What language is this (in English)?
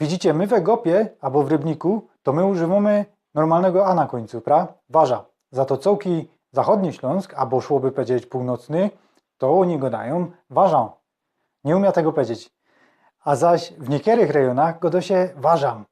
Silesian